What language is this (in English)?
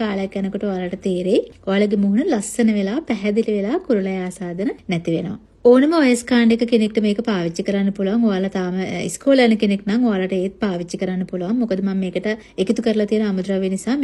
Sinhala